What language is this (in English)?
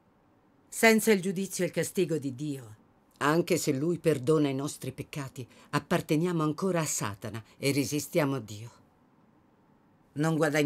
Italian